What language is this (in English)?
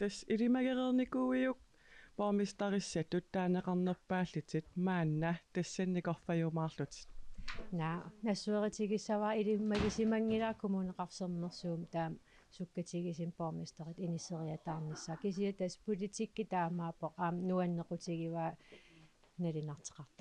Kalaallisut